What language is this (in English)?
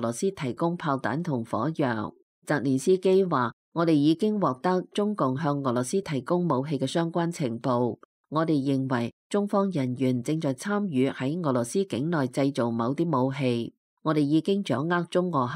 Cantonese